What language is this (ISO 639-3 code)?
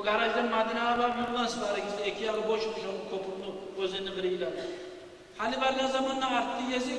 kum